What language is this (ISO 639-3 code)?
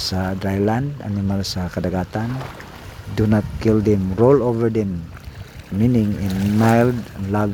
ceb